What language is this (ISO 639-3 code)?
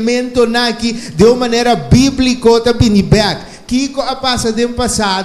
pap